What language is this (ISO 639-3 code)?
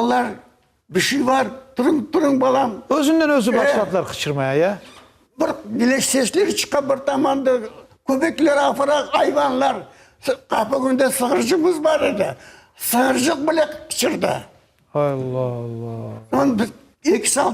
crh